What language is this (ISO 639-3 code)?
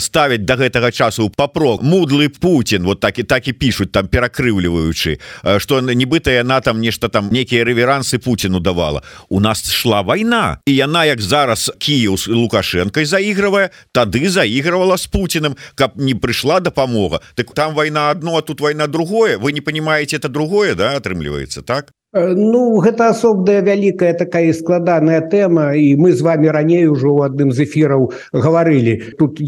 bel